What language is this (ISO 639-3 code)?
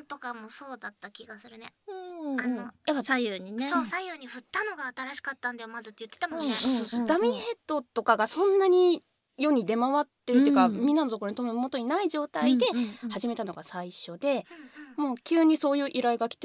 jpn